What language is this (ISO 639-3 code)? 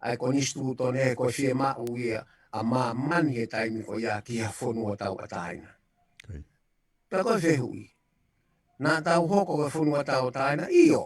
ton